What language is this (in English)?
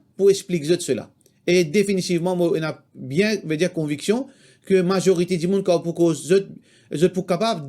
Morisyen